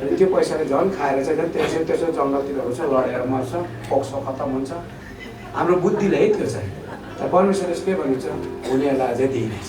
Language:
Nepali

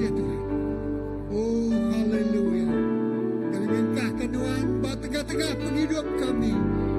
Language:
Iban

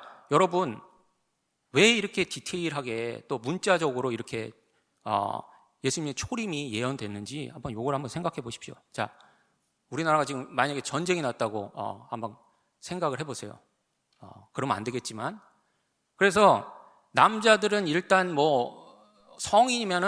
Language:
Korean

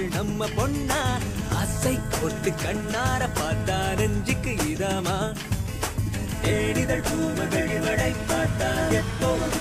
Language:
Tamil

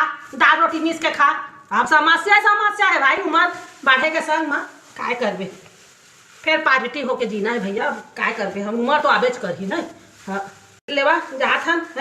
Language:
Chhattisgarhi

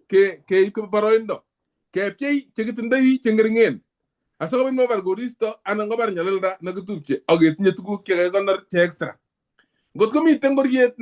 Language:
Kalenjin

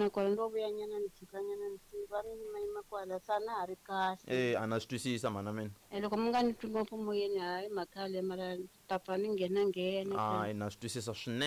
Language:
Tsonga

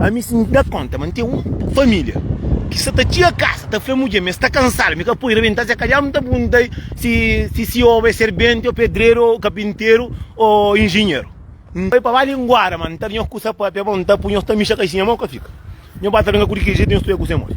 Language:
Kabuverdianu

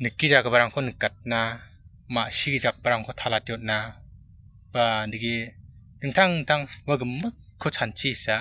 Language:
Garo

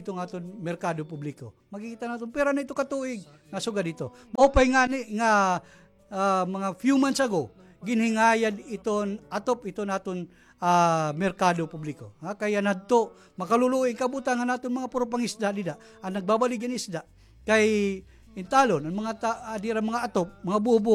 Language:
Waray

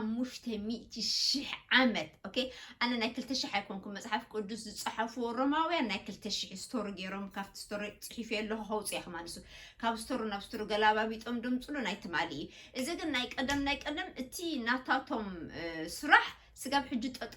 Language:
Tigrinya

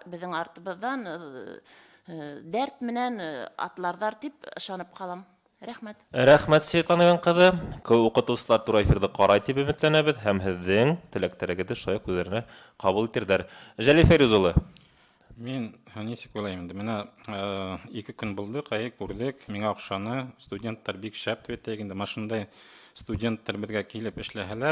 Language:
Bashkir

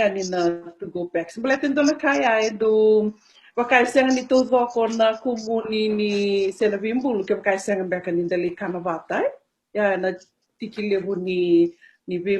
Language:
Fijian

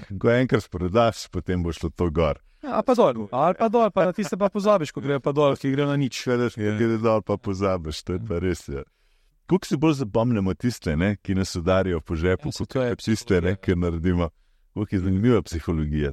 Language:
Slovenian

